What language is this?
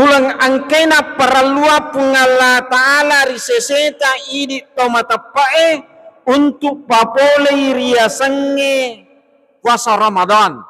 Buginese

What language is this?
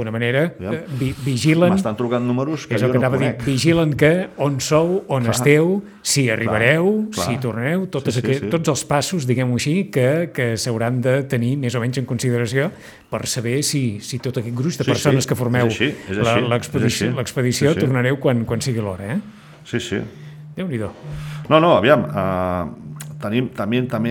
Catalan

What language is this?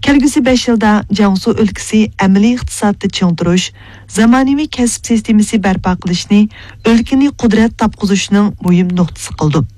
Uyghur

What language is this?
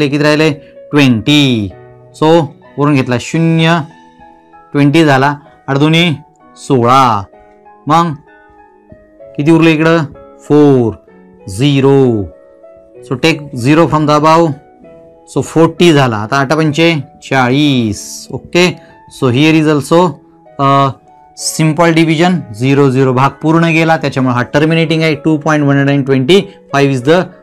Marathi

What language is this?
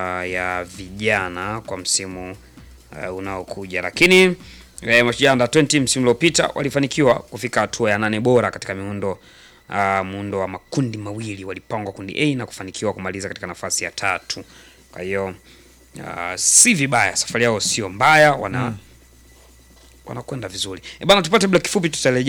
Swahili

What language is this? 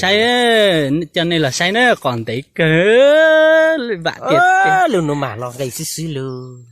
Hmong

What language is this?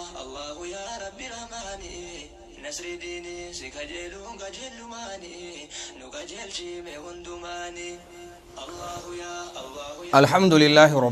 Oromo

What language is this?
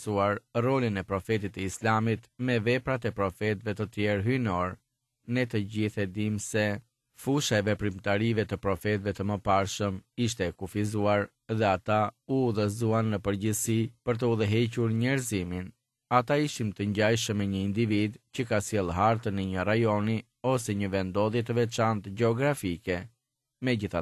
Albanian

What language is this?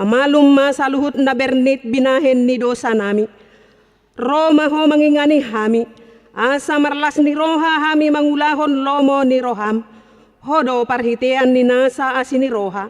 Batak Toba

